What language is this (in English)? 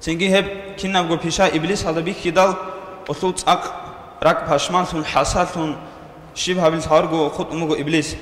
Avaric